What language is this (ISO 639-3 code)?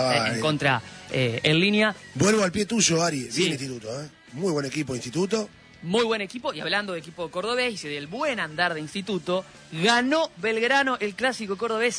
spa